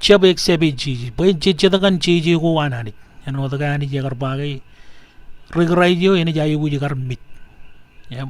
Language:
Marshallese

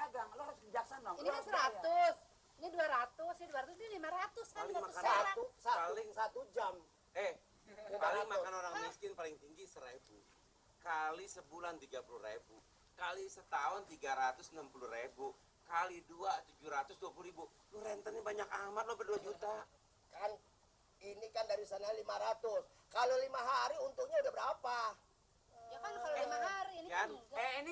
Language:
Betawi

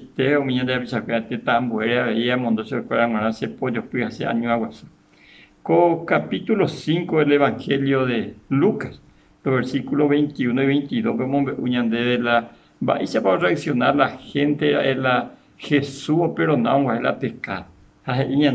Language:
Guarani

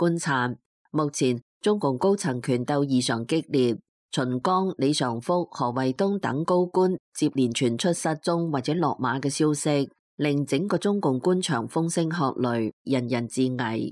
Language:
Cantonese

